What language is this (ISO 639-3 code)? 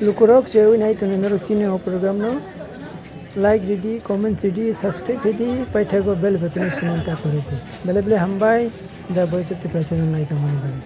trp